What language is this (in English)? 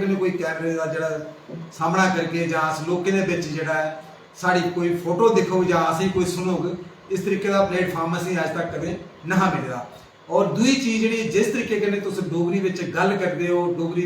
Dogri